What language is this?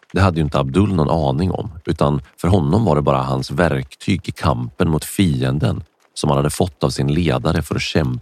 Swedish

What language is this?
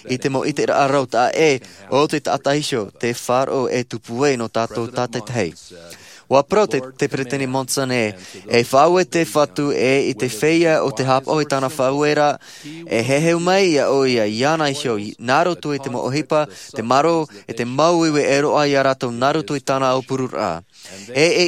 Tahitian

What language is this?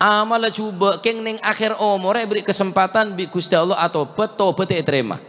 Madurese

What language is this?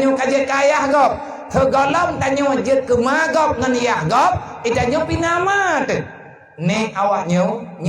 Achinese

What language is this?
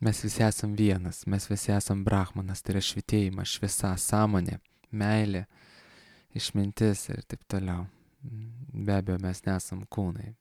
Lithuanian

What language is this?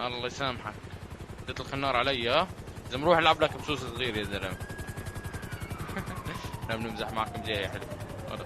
North Levantine Arabic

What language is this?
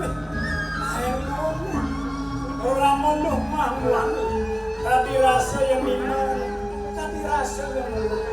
Balinese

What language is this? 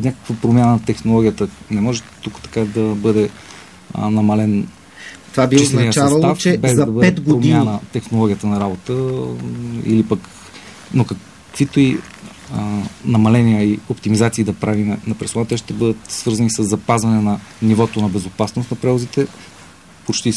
Bulgarian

